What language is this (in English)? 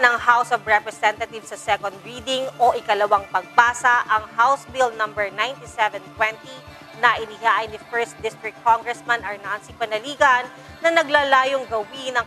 Filipino